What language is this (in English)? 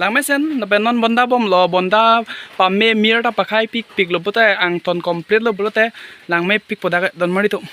Karbi